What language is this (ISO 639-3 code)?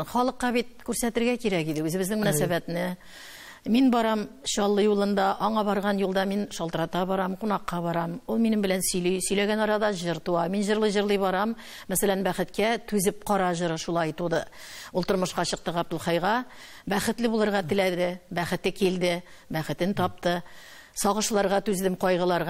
tat